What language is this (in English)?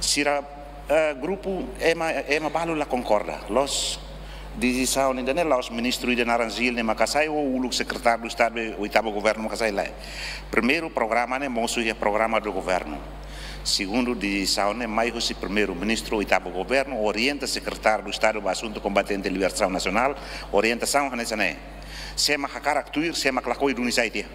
Tetum